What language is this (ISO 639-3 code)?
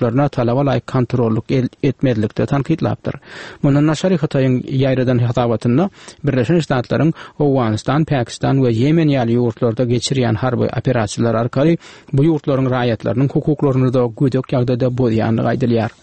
tuk